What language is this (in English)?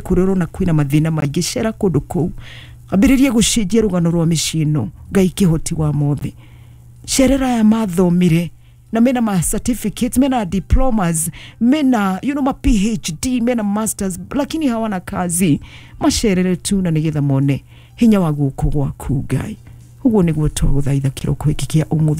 Kikuyu